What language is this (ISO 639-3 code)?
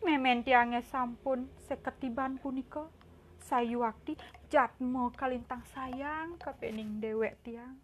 ban